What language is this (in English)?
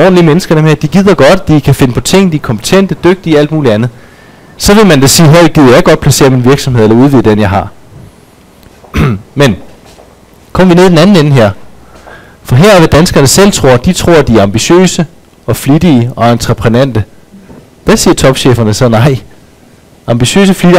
Danish